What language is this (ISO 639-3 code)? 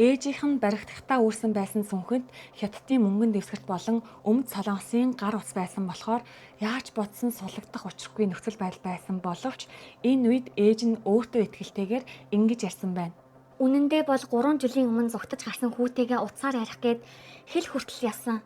mon